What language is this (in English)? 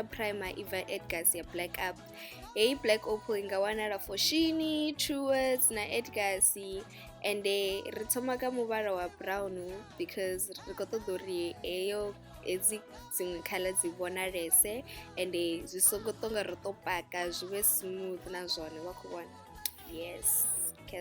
Venda